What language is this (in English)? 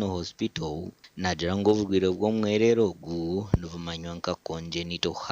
Nyankole